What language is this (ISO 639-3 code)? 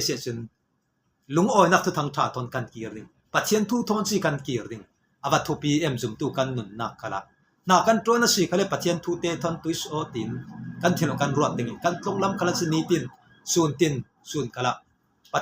cfm